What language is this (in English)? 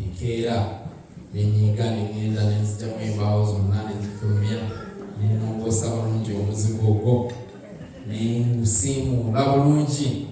Ganda